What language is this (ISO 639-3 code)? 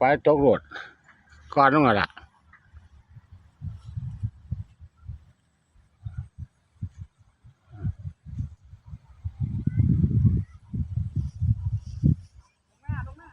tts